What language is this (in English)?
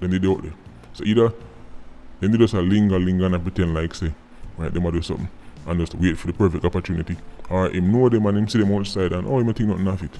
Jamaican Creole English